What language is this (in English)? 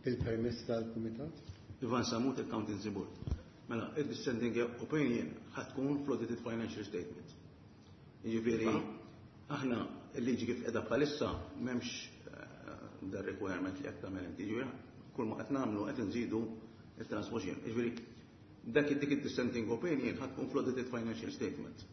Maltese